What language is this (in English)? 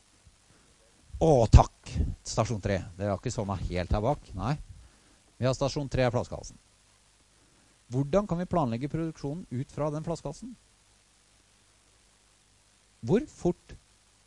Norwegian